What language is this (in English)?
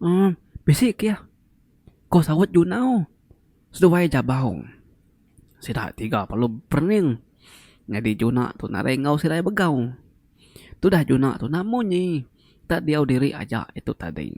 Iban